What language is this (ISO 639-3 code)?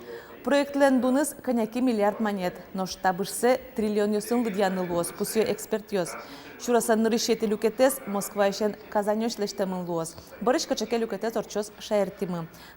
udm